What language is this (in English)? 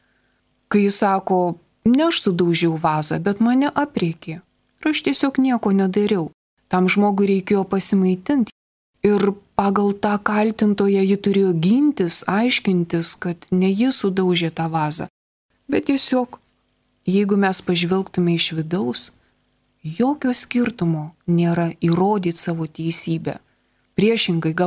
Lithuanian